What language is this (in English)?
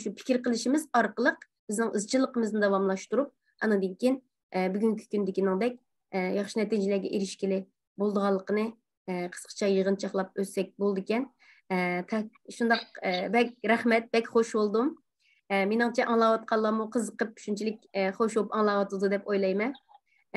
Uyghur